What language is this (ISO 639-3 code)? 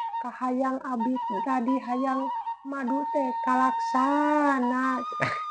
sun